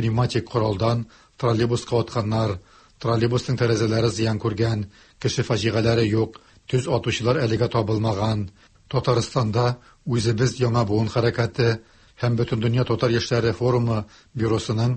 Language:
Tatar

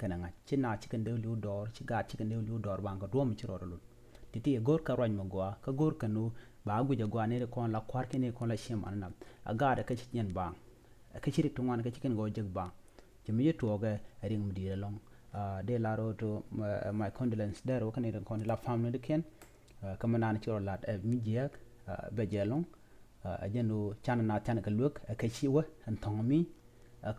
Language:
Nuer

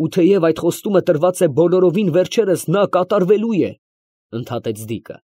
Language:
Armenian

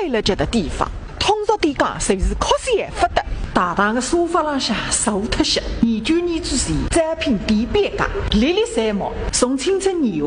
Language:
Wu Chinese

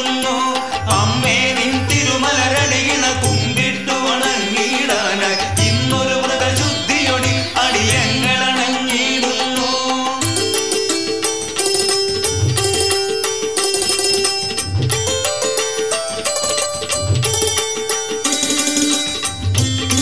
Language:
Malayalam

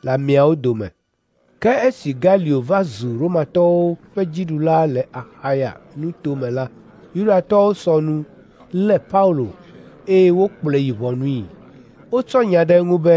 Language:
Ewe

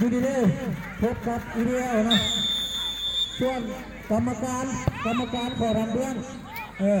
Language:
Lao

